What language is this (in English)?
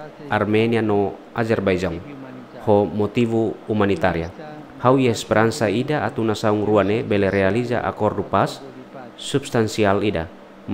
Tetum